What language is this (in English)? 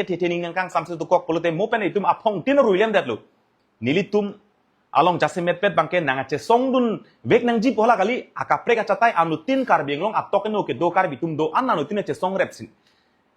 Karbi